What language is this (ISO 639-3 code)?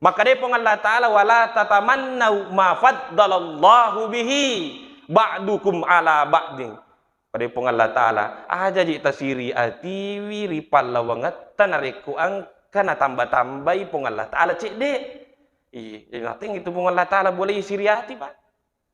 bug